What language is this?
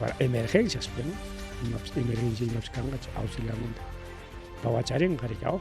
Ayacucho Quechua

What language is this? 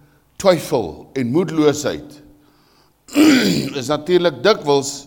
Afrikaans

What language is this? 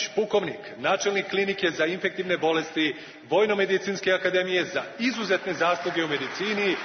Serbian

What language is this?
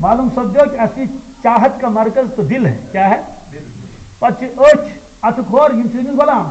Kashmiri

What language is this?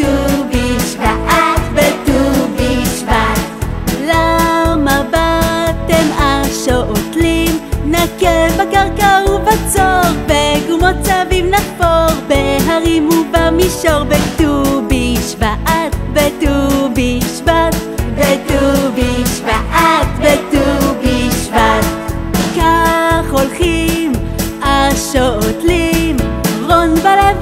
Hebrew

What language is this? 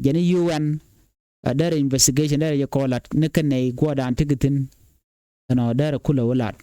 Nuer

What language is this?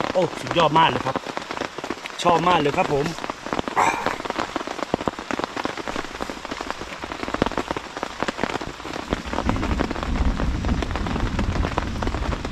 Thai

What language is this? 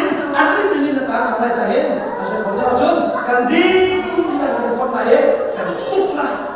Hakha Chin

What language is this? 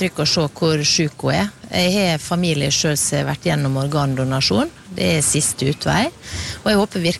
Norwegian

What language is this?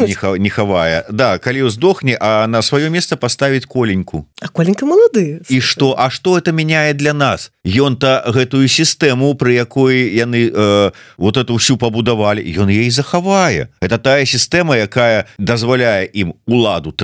Belarusian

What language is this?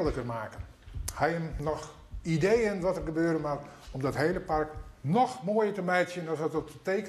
Western Frisian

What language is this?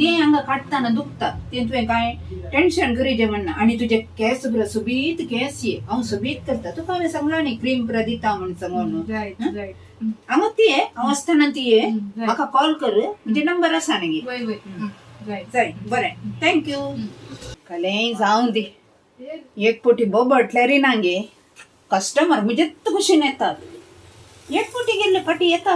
Konkani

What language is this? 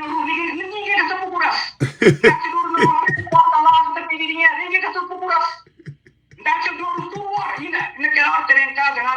Kabuverdianu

